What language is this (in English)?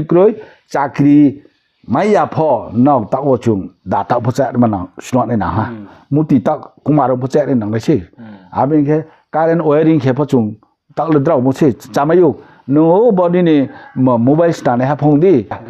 Riang (India)